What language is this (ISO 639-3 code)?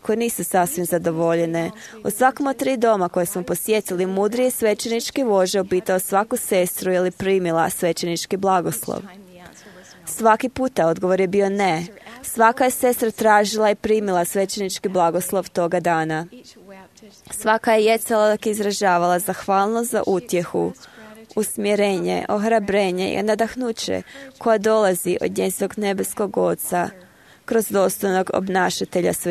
hrv